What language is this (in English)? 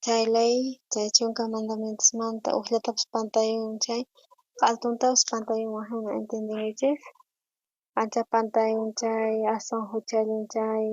South Bolivian Quechua